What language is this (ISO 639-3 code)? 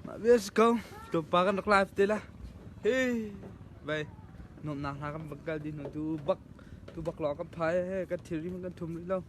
cnh